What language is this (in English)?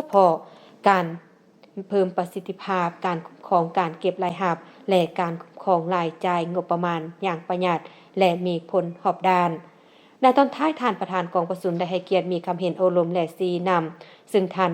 Lao